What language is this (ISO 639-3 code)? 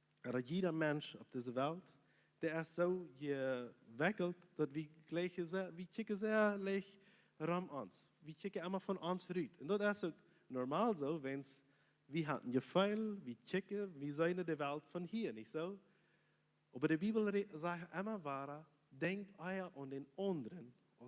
pdt